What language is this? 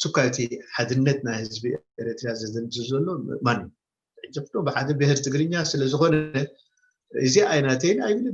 Tigrinya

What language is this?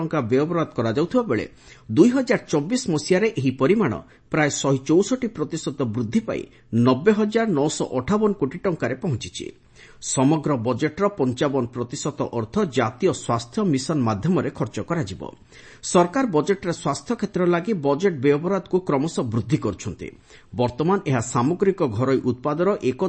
Odia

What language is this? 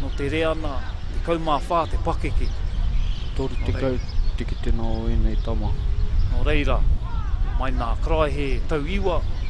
Māori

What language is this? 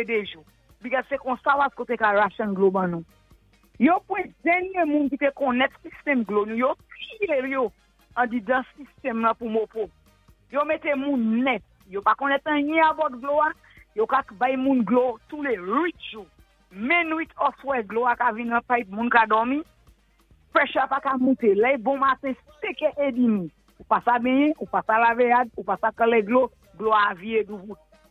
Saint Lucian Creole French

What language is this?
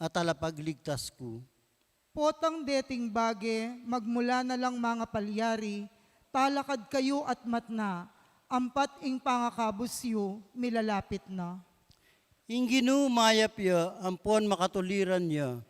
Pampanga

